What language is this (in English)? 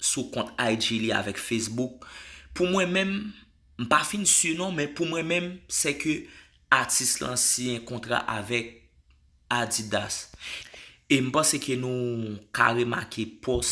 Haitian Creole